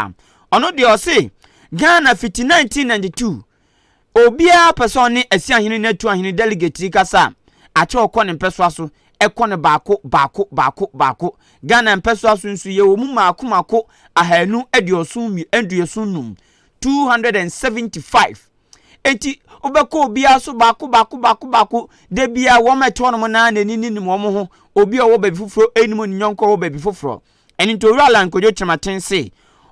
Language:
Akan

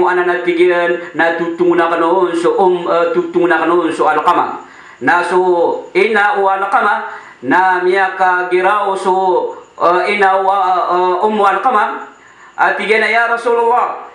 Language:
Maranao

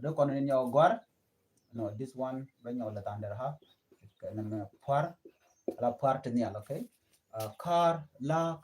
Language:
Nuer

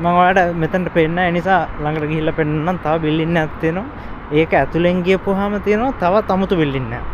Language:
Sinhala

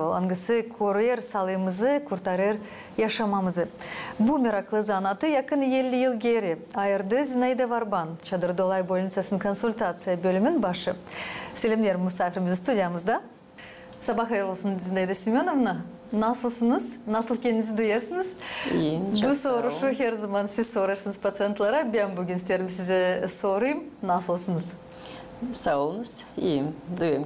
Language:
Gagauz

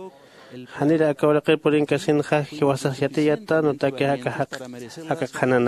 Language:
Aymara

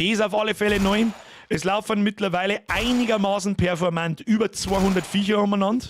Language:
Bavarian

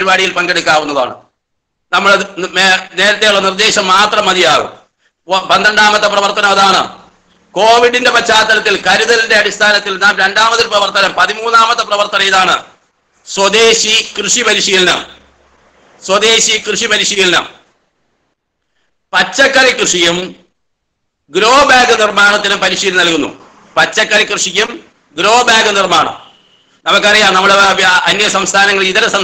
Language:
Malayalam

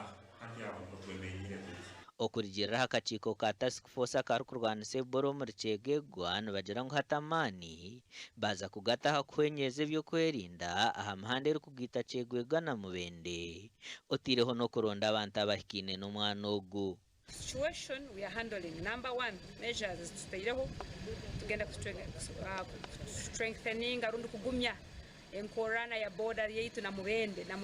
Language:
Nyankole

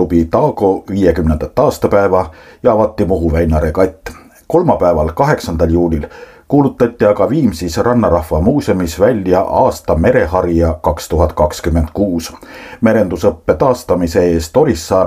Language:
Estonian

